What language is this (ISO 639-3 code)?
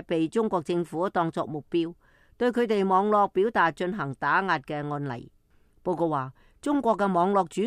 yue